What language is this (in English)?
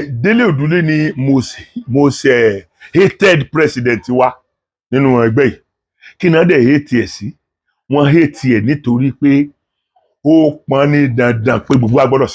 Yoruba